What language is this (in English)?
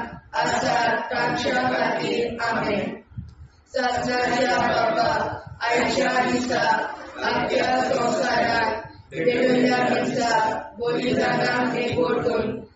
Konkani